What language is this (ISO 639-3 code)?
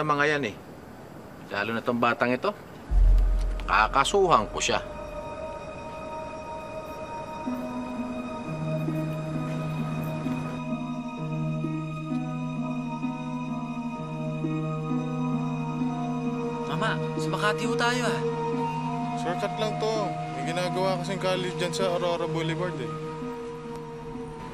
fil